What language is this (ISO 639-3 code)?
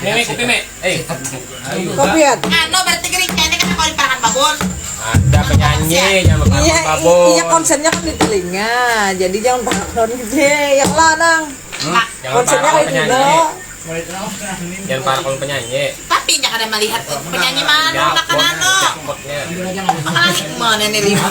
bjn